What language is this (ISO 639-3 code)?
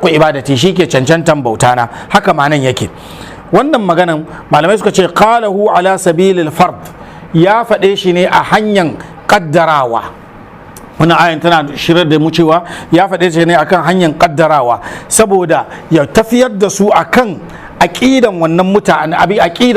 hau